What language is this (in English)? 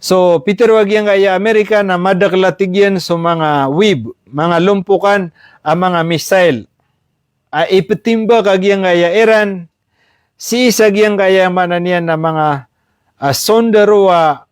Maranao